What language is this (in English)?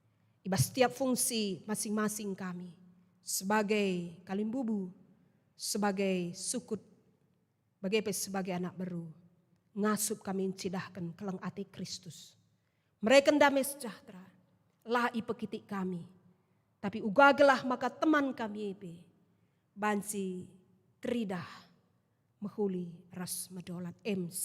Batak Karo